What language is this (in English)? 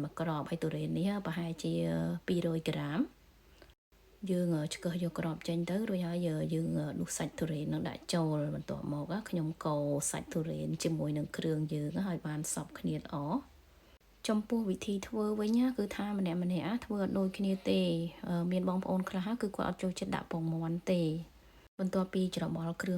Khmer